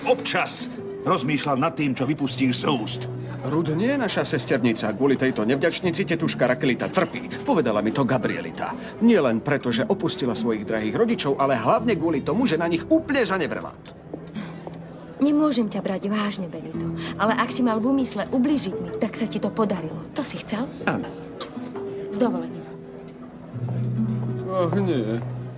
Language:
Slovak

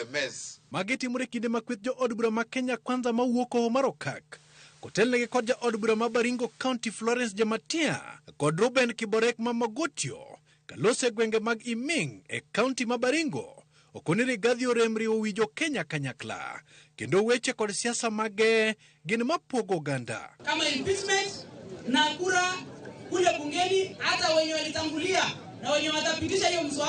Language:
Luo (Kenya and Tanzania)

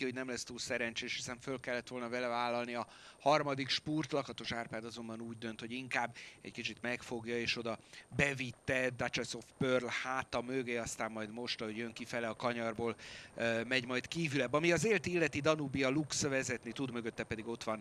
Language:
Hungarian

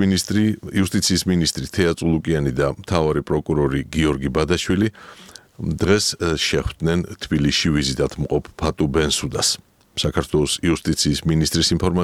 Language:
Georgian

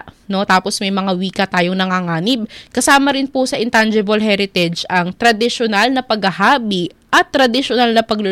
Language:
Filipino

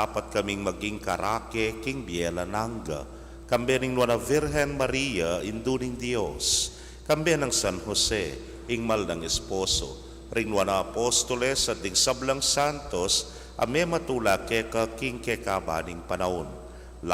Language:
Pampanga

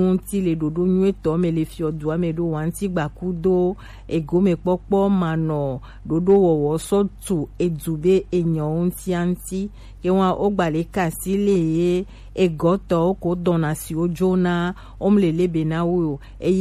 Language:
Gen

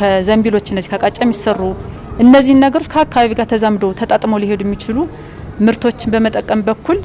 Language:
Amharic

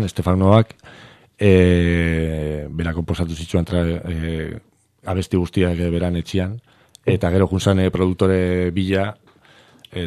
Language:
Basque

